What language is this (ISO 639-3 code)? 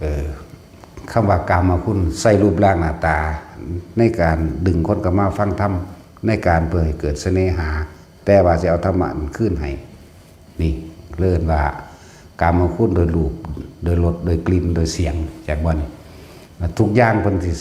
tts